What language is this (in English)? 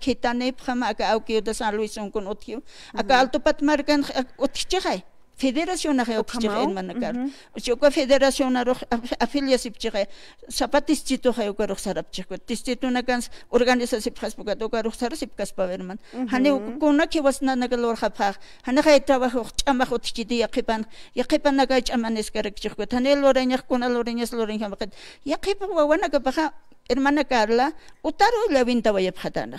Aymara